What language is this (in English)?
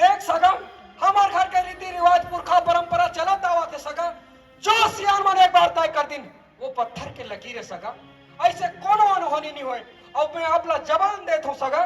Chhattisgarhi